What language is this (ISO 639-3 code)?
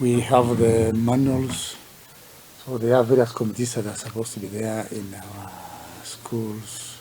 guz